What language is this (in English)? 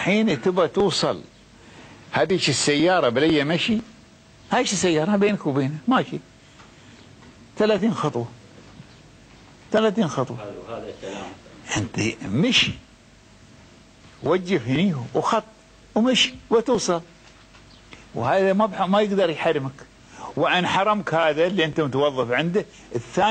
Gulf Arabic